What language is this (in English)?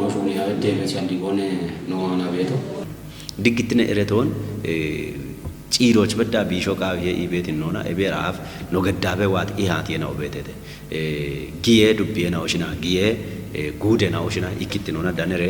Kafa